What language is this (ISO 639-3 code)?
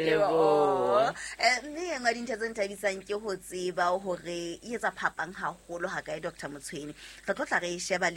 sot